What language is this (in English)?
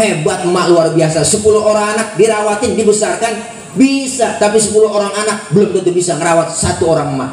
Betawi